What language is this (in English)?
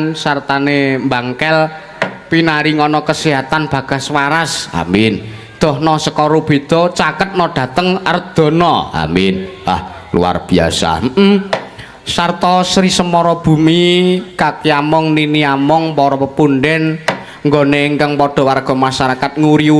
Javanese